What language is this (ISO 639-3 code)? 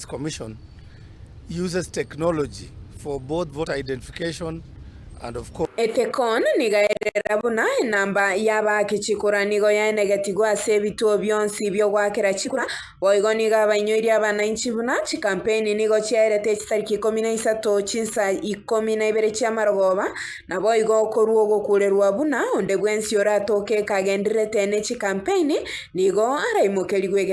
guz